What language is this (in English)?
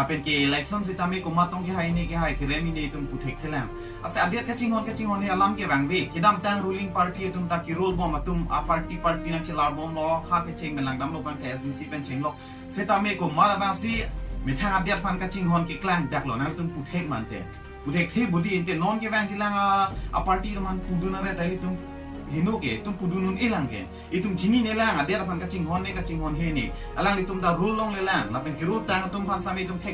Karbi